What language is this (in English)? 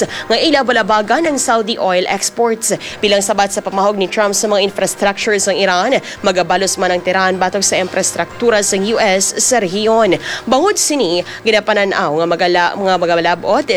Hiligaynon